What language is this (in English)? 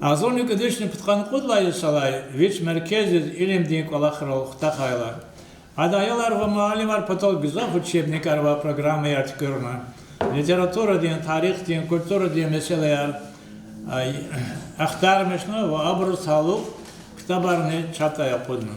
Lezghian